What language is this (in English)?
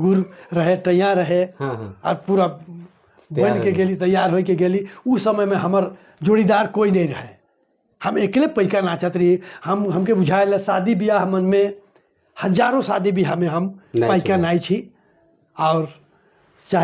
Sadri